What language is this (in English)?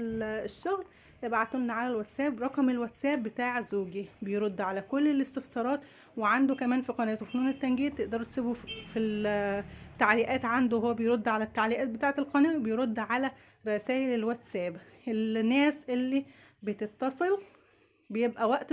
Egyptian Arabic